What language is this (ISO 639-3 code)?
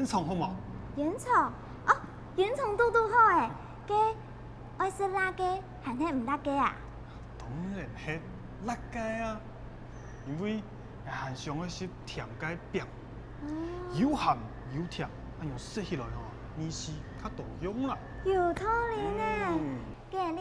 hak